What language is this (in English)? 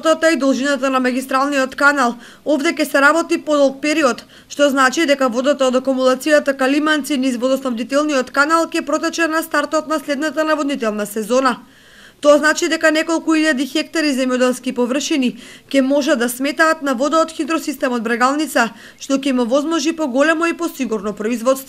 Macedonian